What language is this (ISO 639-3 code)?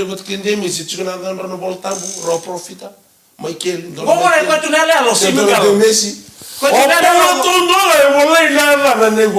fij